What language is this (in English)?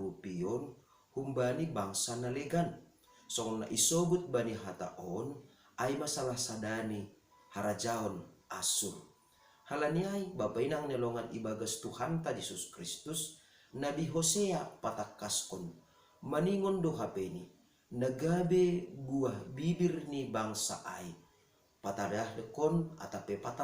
Batak Simalungun